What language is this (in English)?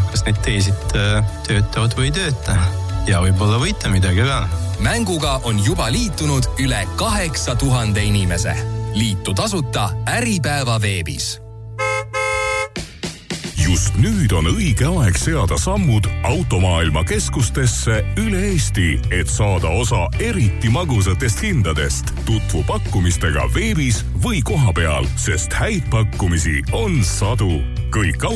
Estonian